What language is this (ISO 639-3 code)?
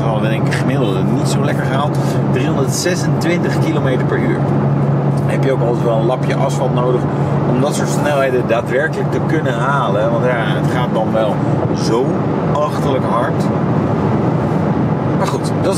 nld